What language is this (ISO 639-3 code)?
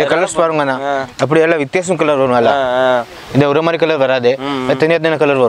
tam